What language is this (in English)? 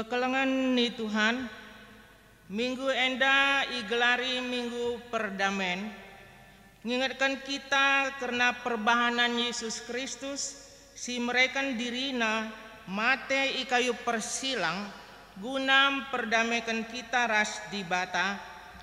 Batak Karo